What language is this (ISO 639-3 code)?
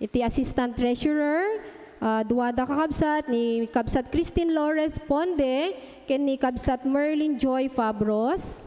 ilo